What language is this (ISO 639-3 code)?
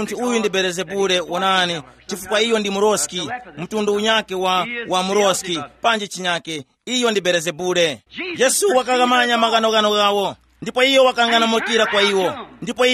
tum